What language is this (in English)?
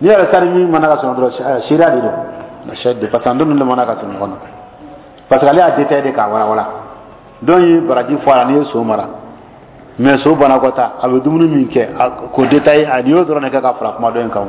Dyula